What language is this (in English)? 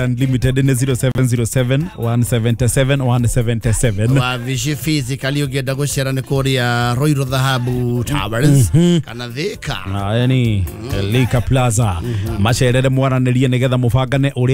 Kikuyu